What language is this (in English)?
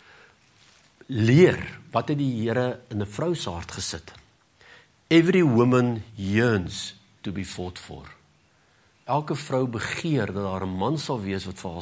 Afrikaans